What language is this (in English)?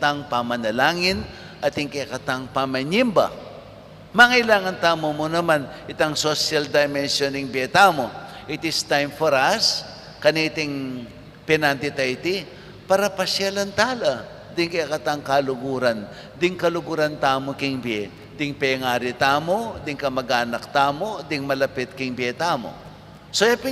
Pampanga